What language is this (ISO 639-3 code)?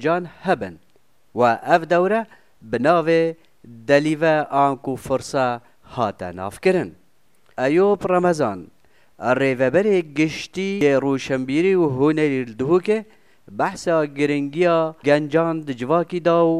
kur